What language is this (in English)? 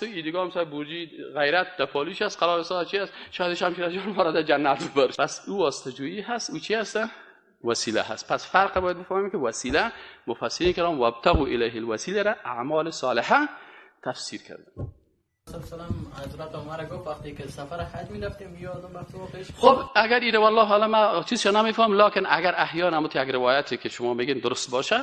Persian